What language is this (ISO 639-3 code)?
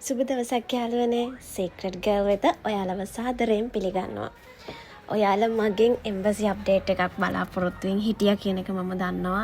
sin